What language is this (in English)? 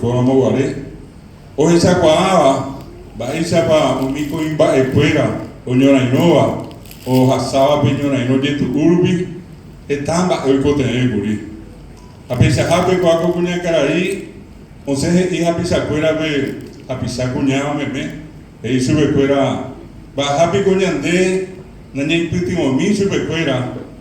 Guarani